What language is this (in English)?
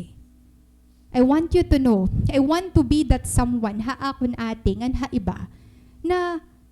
Waray